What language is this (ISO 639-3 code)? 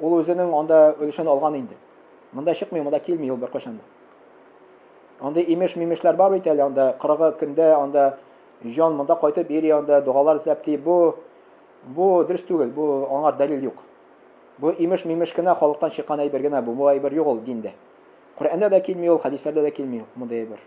tat